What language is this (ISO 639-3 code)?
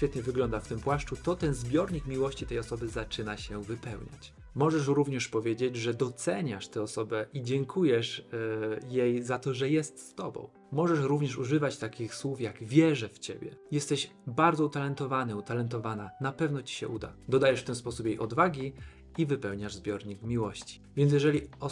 pol